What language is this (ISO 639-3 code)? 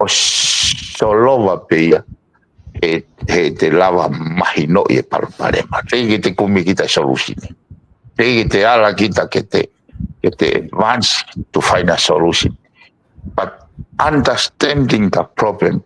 ton